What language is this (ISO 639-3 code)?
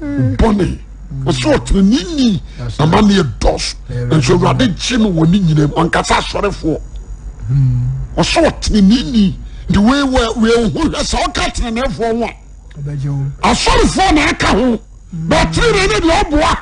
aka